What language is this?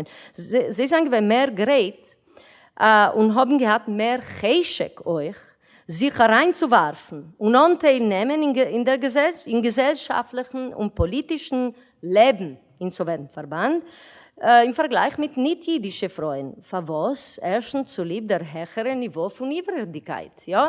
Yiddish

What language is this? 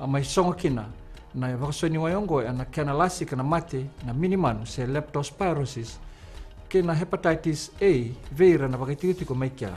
Fijian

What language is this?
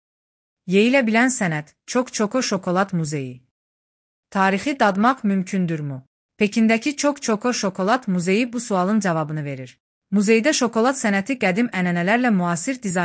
Azerbaijani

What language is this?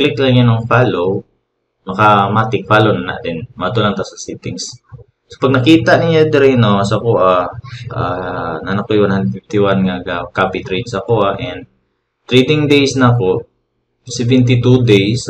Cebuano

